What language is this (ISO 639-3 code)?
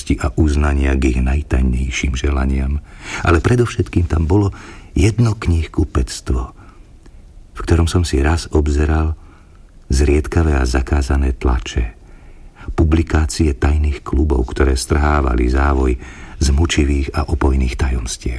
slk